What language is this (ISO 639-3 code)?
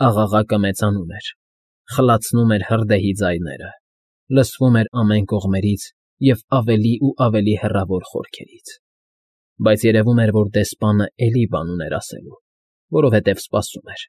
hye